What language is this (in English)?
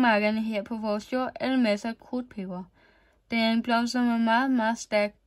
Danish